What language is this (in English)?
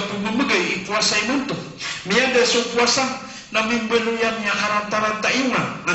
Maranao